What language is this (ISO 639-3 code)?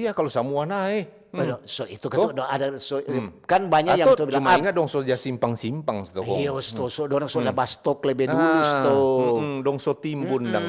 xmm